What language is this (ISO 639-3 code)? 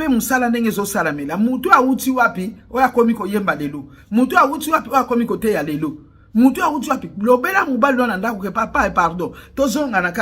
lin